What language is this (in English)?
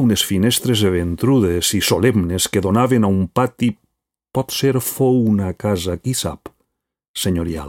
Catalan